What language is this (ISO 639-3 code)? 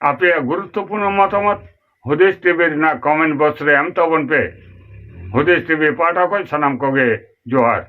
sat